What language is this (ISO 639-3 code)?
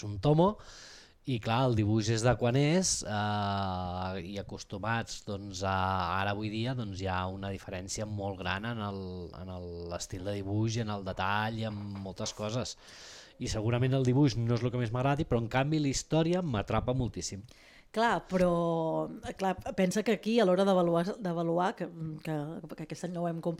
cat